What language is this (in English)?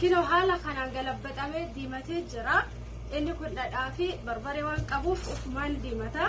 Oromo